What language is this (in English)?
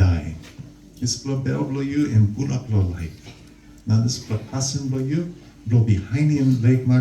Tok Pisin